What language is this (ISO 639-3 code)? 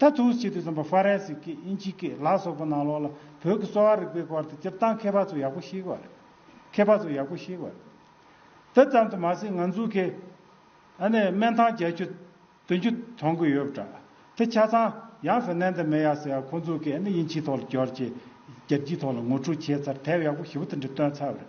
bod